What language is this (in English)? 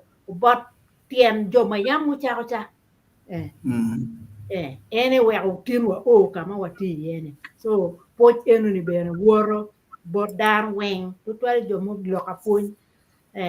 Acoli